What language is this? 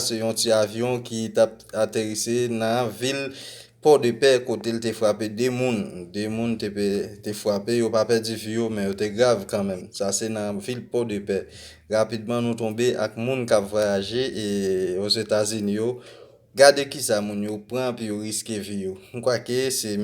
Haitian Creole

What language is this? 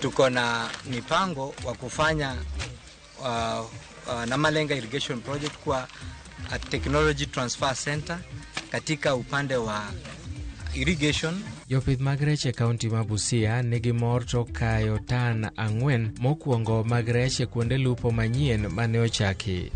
Luo (Kenya and Tanzania)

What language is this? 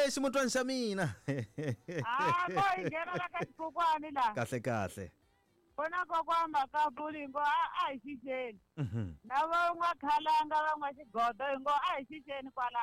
Tsonga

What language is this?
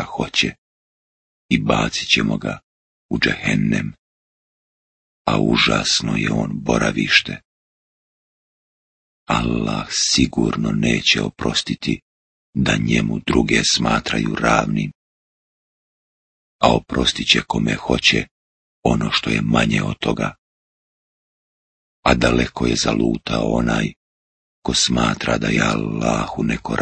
Bosnian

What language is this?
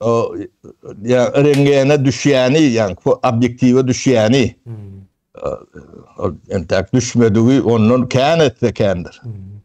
Turkmen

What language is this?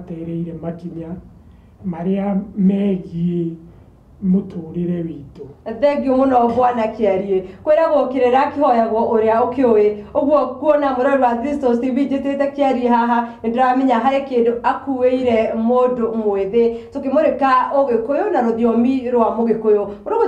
Kikuyu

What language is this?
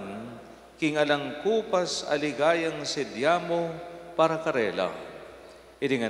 Pampanga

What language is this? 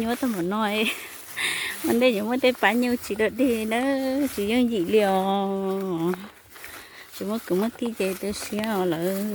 Hmong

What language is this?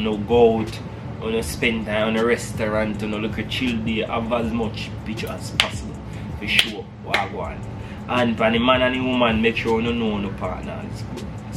Jamaican Creole English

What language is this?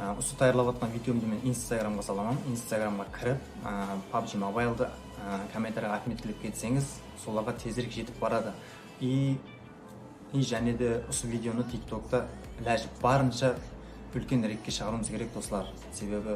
Kara-Kalpak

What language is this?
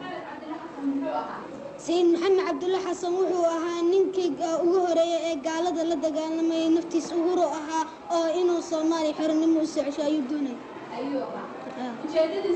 Somali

